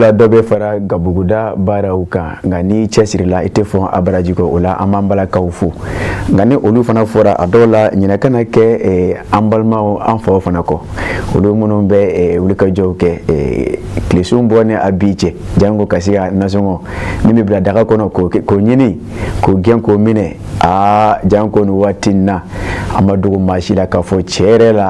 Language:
Bambara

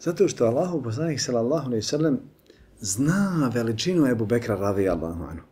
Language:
Bosnian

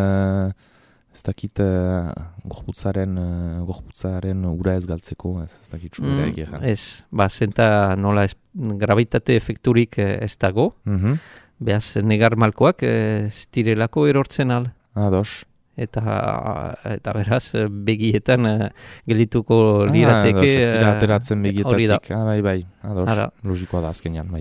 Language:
Basque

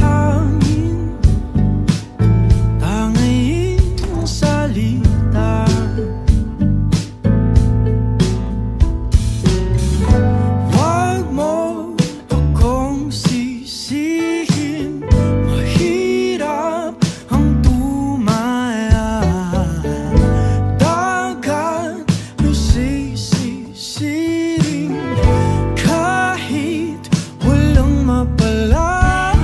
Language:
Filipino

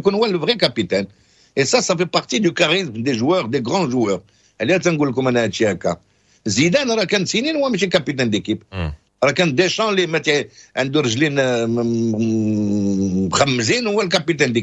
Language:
Moroccan Arabic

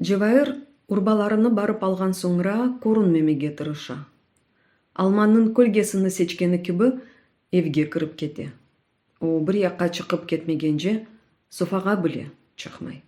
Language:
Crimean Tatar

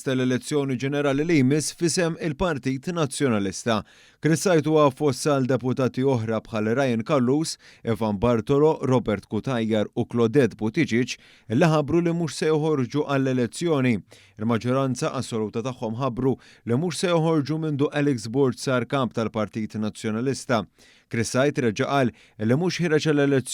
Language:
Maltese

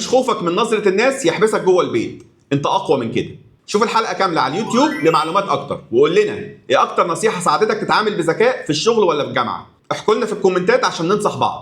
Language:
Egyptian Arabic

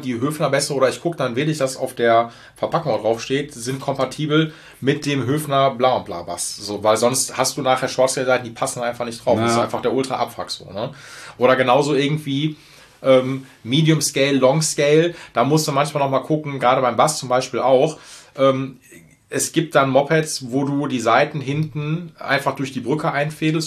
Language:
German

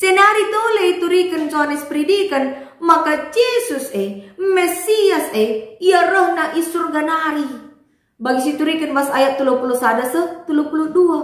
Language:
Batak Karo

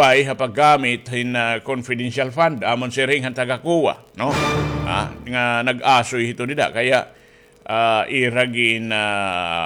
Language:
Waray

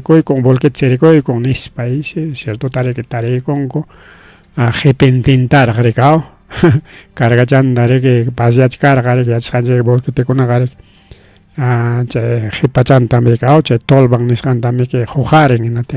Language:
Ayacucho Quechua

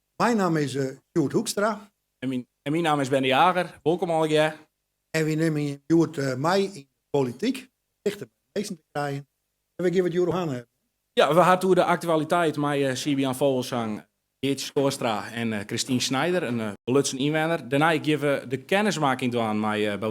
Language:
Western Frisian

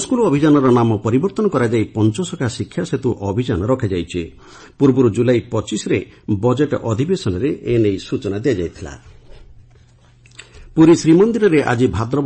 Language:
Odia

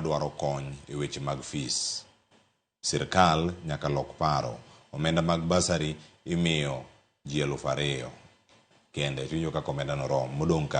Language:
Luo (Kenya and Tanzania)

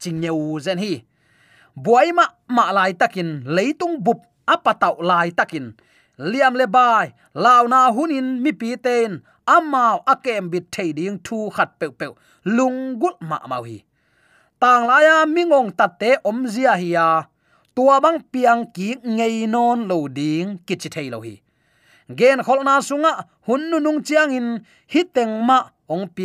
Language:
Tedim Chin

